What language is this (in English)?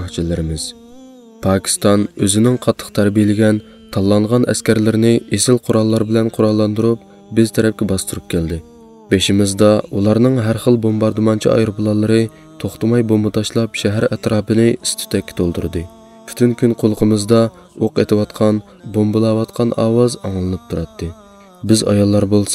Uyghur